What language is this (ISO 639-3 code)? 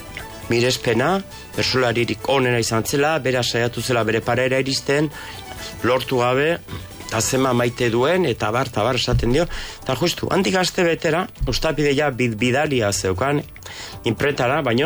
eus